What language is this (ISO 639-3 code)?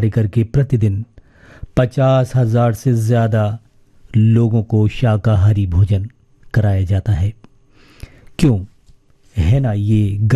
hin